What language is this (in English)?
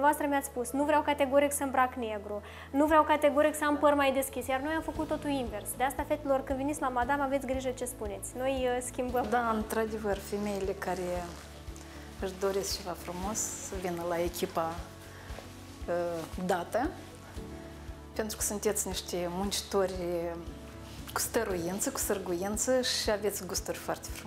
Romanian